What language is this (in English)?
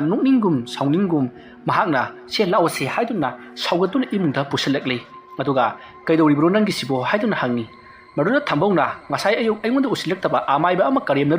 Manipuri